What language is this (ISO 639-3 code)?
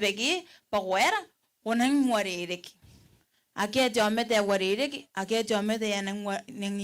gil